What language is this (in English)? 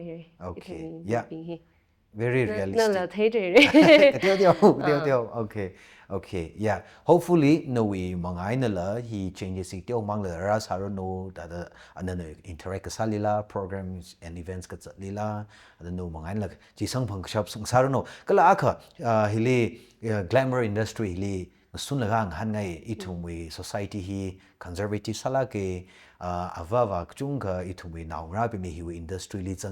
Tangkhul Naga (India)